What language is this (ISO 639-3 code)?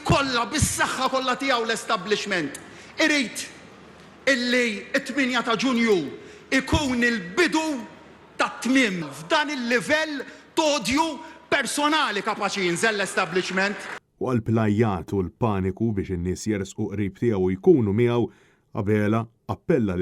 mlt